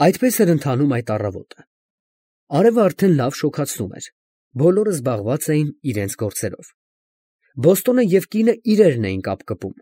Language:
Armenian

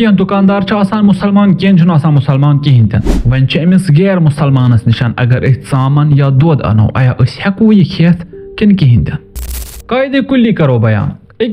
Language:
Kashmiri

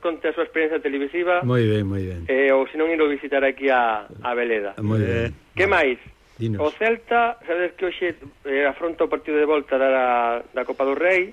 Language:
Galician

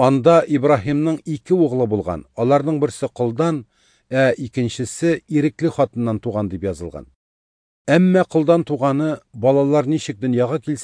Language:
Tatar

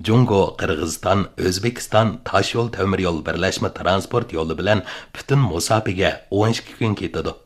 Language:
Uyghur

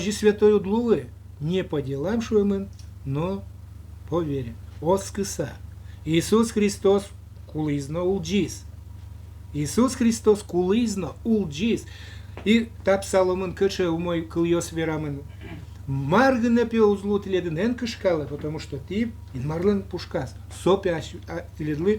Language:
Udmurt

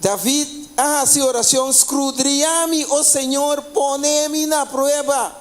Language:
Papiamento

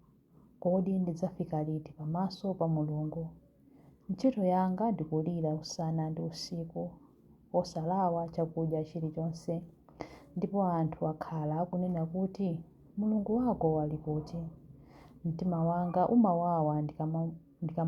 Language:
Nyanja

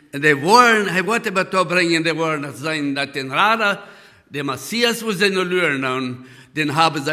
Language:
Plautdietsch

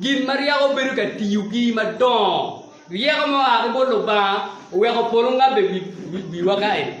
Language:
Acoli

